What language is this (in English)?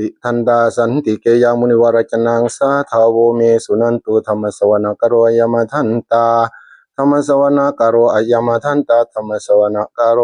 Northeastern Thai